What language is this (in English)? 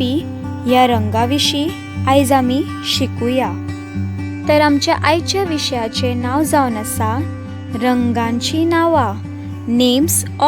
Konkani